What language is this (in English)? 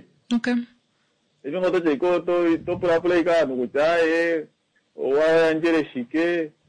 Kuanyama